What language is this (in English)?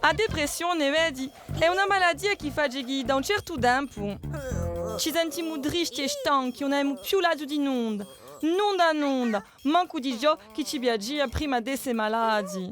Corsican